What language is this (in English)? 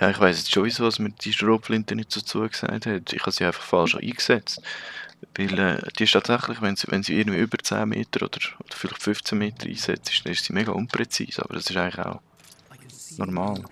Swiss German